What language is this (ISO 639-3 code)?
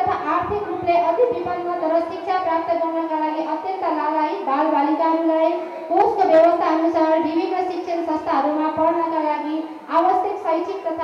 nep